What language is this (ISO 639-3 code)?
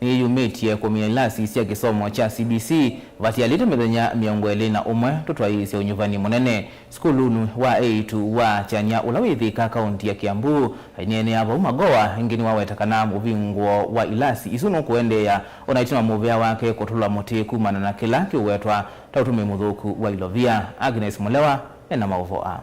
kam